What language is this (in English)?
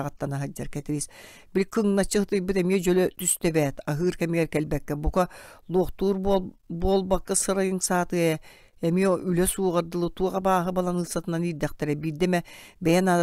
Yakut